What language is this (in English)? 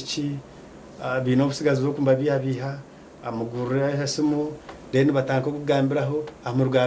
Nyankole